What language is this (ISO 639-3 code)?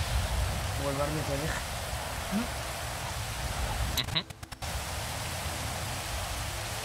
spa